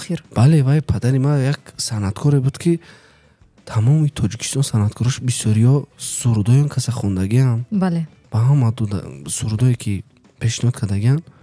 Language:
Tajik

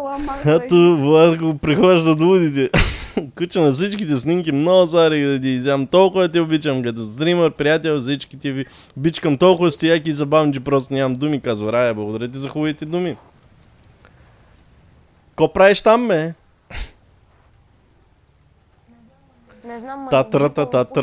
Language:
Bulgarian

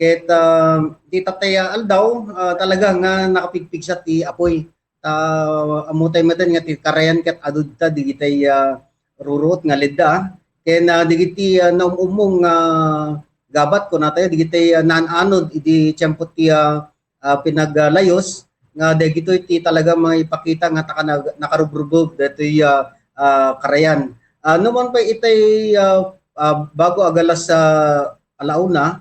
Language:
Iloko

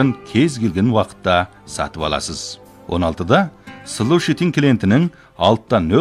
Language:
Kazakh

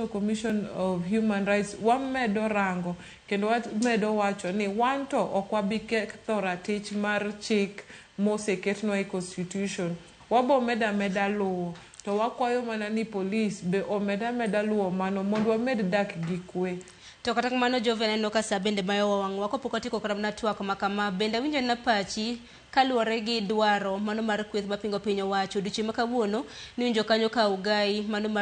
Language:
Luo (Kenya and Tanzania)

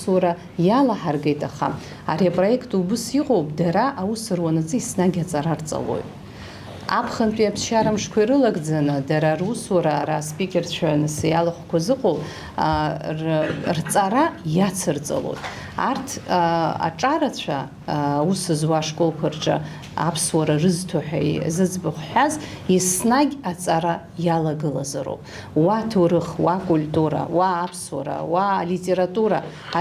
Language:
Abkhazian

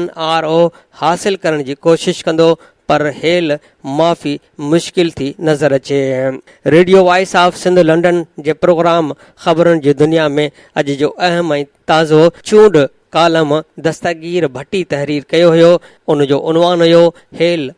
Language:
Sindhi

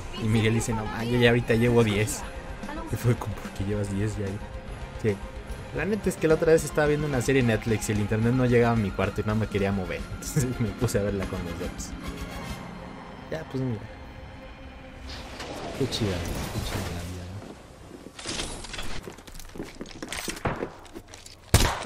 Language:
Spanish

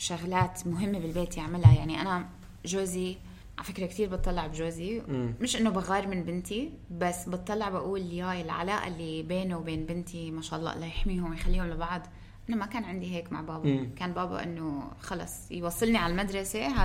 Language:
North Levantine Arabic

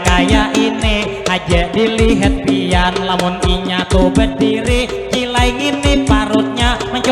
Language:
Banjar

